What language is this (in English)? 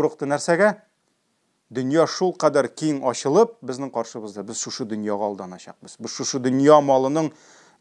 Tatar